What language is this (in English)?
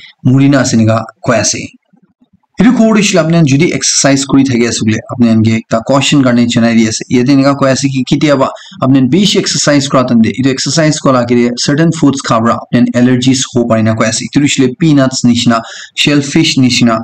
Naga Pidgin